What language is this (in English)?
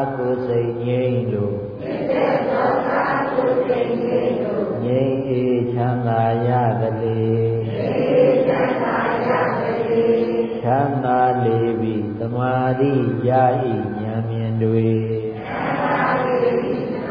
Burmese